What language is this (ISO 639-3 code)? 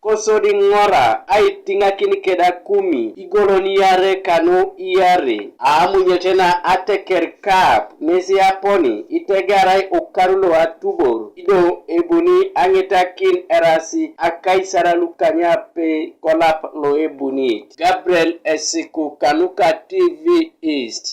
teo